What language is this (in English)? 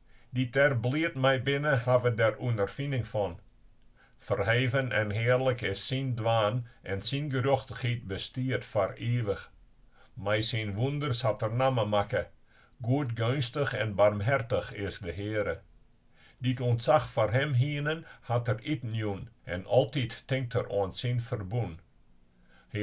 Western Frisian